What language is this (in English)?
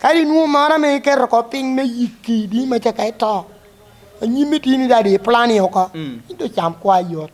Lango (Uganda)